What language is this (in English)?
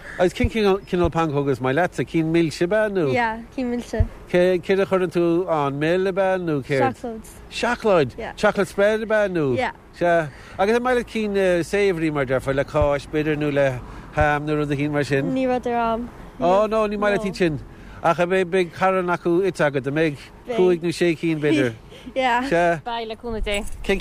Irish